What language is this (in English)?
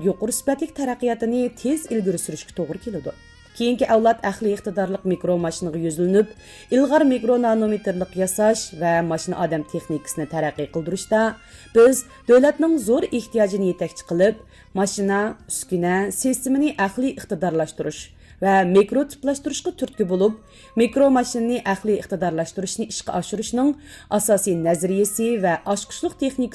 Uyghur